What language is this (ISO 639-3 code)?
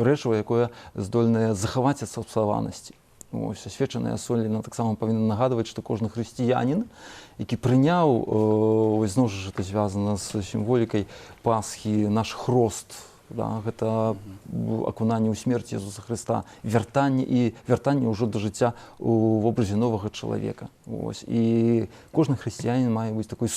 bel